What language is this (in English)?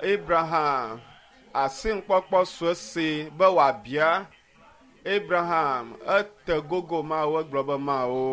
Ewe